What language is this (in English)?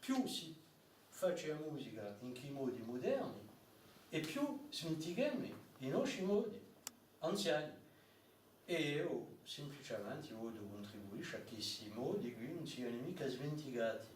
Corsican